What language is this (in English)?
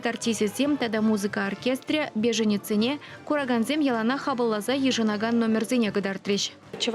Chuvash